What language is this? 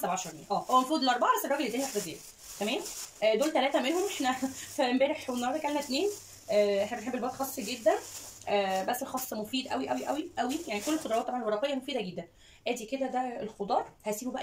Egyptian Arabic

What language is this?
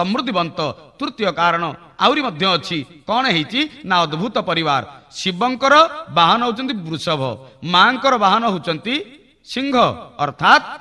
Odia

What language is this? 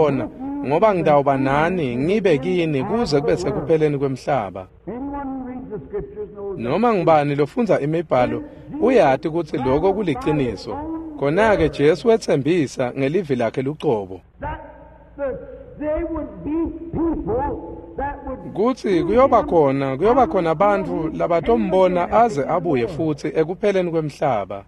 Swati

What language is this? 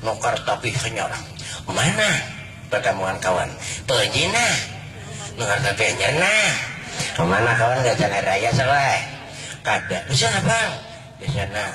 Banjar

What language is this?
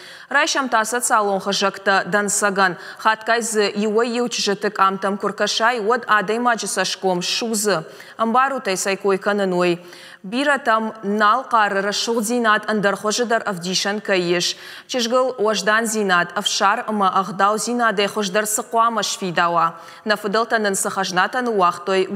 Ossetic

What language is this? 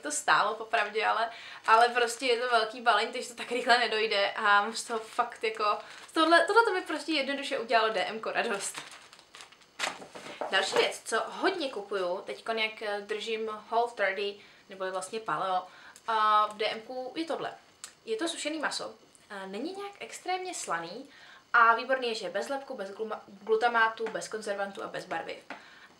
Czech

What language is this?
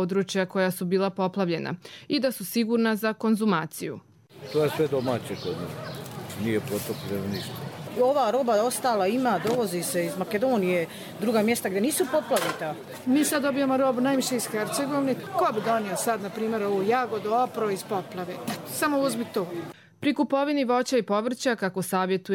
Croatian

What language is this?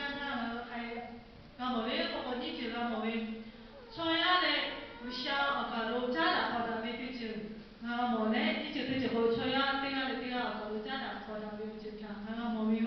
Lahu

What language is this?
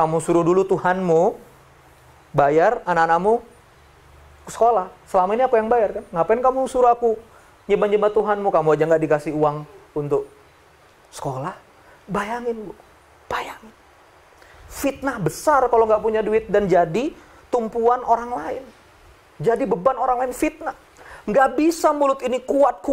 Indonesian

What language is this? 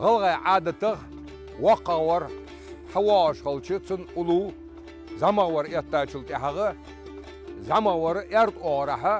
Ingush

